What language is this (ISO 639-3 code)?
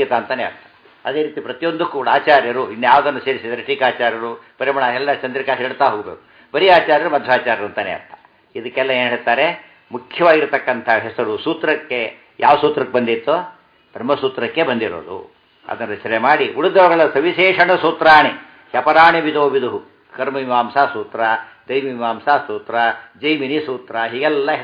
kan